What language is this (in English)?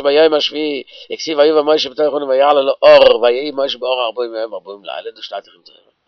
Yiddish